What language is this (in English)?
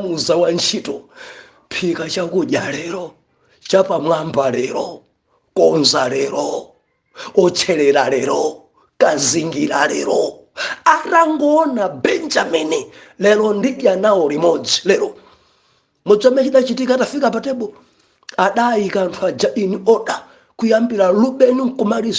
Nyanja